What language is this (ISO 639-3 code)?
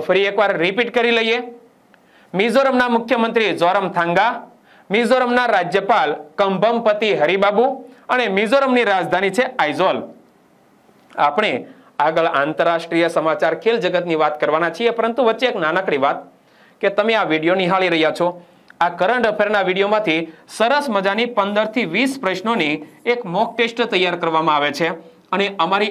guj